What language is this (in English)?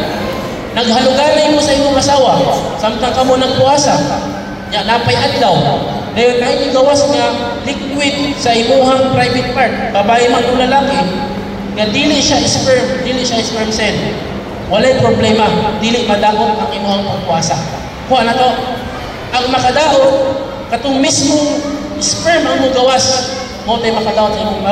Cebuano